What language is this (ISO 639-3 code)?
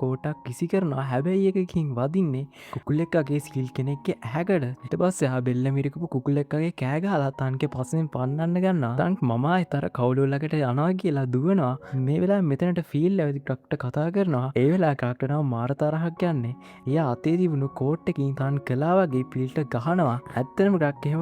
sin